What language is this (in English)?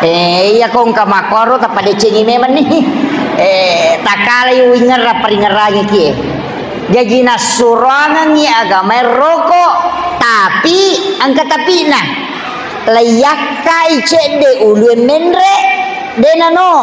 Buginese